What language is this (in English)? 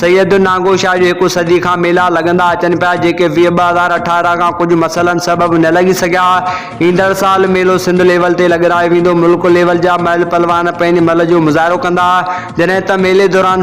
Sindhi